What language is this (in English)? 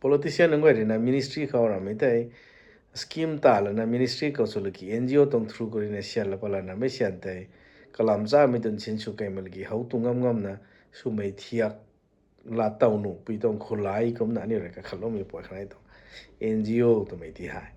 Rongmei Naga